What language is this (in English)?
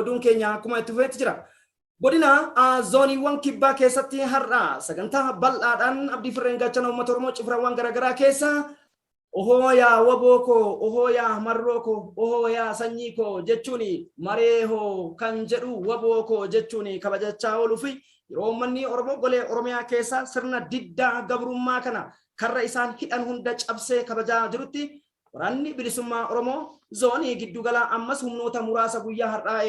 Oromo